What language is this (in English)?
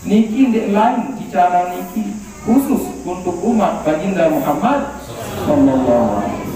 Sasak